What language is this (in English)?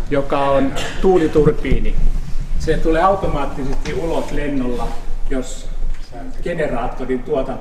Finnish